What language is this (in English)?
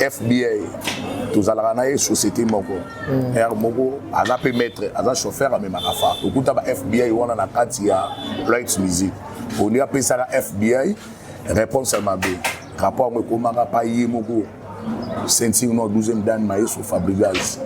Lingala